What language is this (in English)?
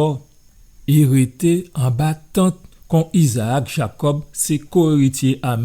Guadeloupean Creole French